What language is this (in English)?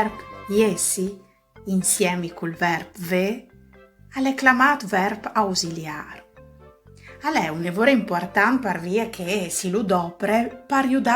Friulian